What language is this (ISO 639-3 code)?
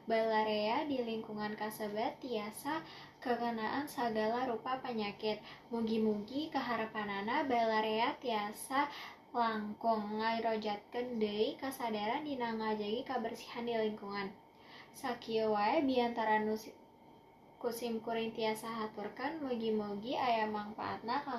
sun